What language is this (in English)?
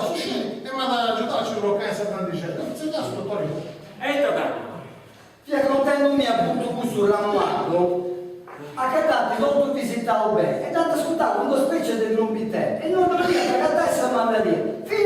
Sardinian